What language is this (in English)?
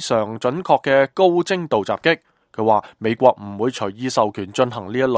Cantonese